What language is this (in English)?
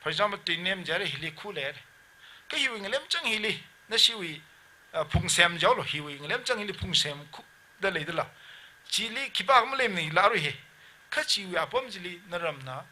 Tangkhul Naga (India)